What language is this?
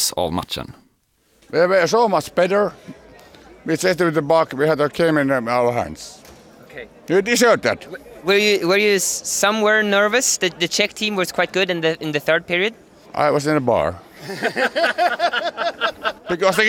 Swedish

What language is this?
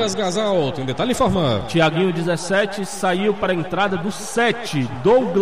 Portuguese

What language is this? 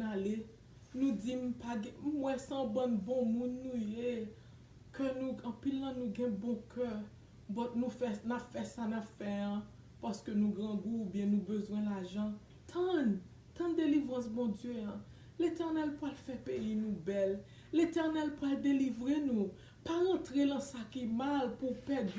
Haitian Creole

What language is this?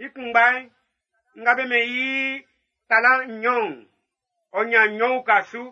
Baoulé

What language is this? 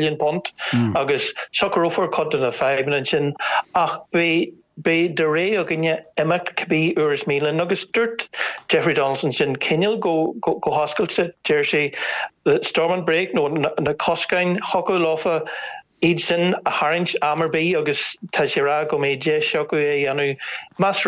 Irish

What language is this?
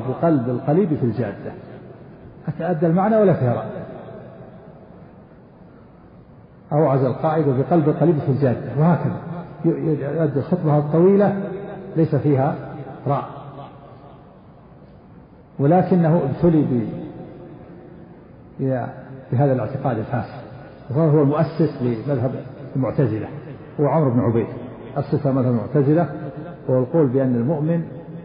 Arabic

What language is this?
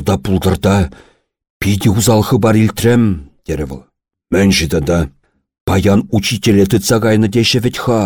Chuvash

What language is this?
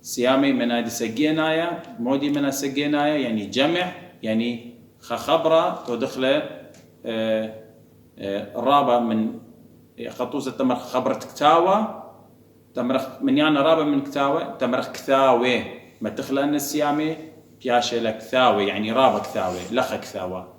Assyrian Neo-Aramaic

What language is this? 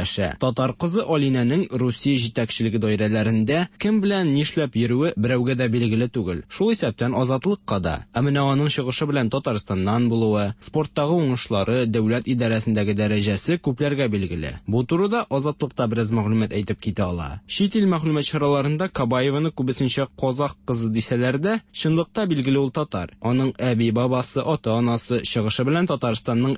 Tatar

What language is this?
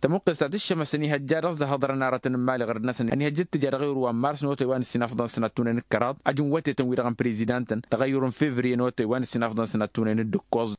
Tamasheq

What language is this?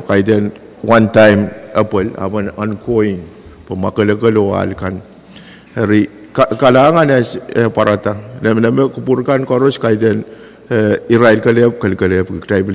Pohnpeian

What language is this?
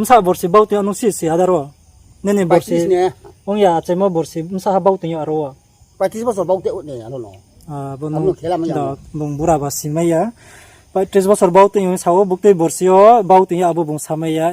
Riang (India)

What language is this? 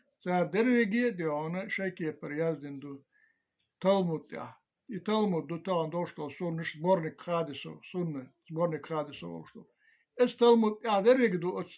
Chechen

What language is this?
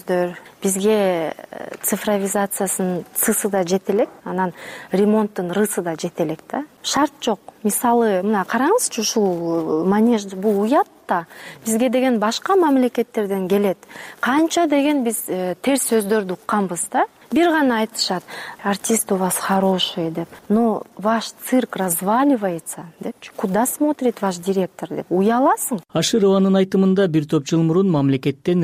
Kyrgyz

